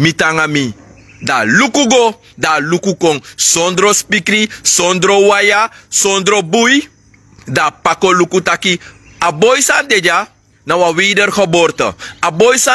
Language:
Sranan Tongo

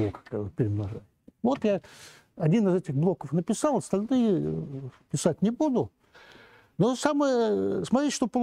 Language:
Russian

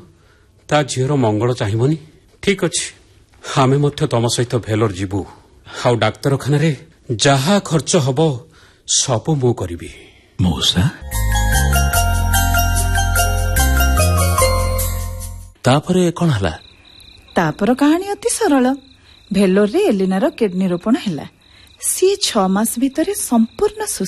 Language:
Odia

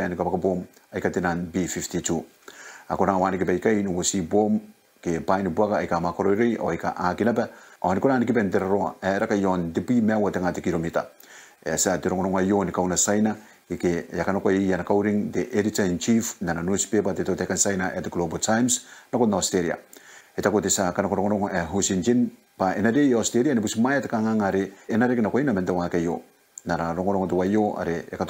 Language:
Gilbertese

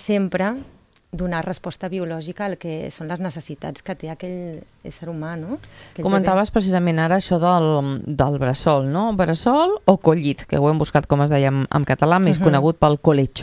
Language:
Catalan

